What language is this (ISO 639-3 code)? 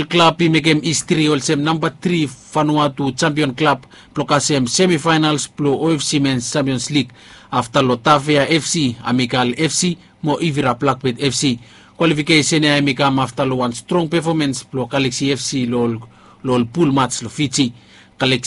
bis